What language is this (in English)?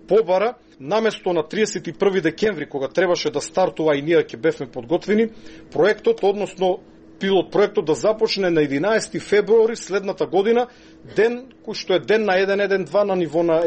Macedonian